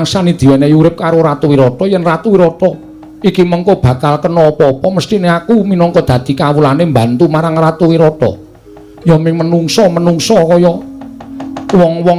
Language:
Javanese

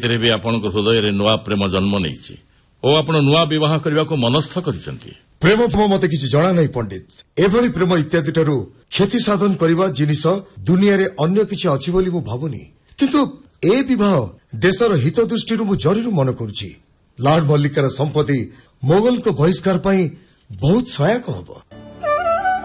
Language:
Odia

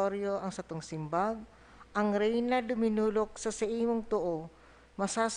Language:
Bikol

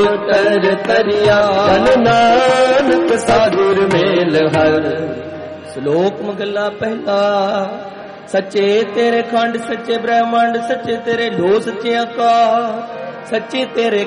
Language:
Punjabi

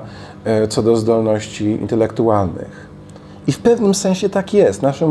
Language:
Polish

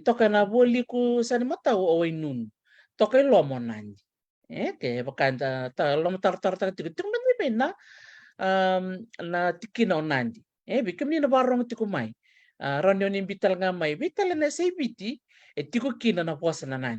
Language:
Fijian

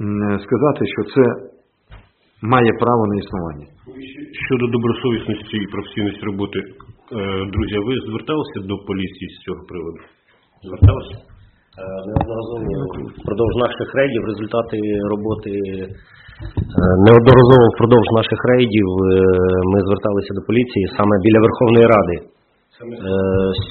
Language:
Ukrainian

